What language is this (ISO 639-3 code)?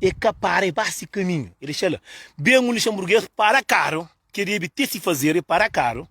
kea